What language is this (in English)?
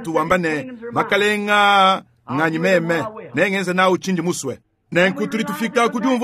Luba-Lulua